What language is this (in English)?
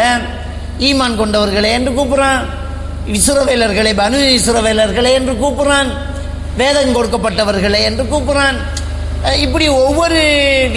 Tamil